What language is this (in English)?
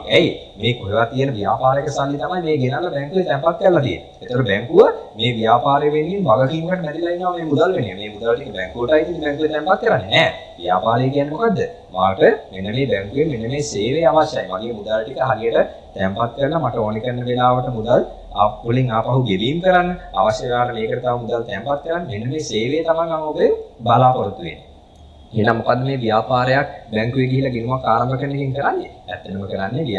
Sinhala